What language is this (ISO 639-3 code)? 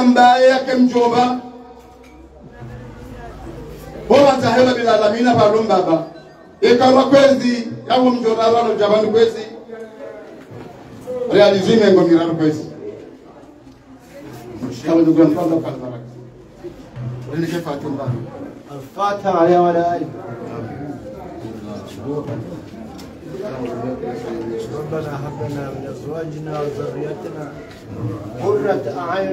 swa